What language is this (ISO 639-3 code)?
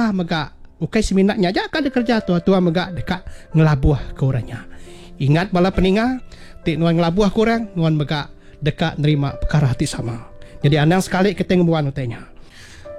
iba